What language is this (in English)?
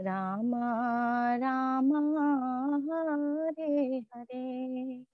Sanskrit